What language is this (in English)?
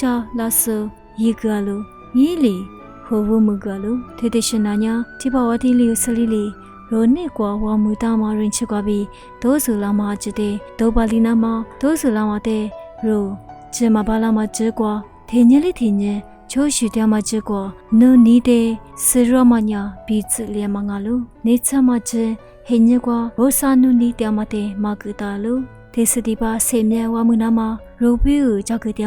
Lisu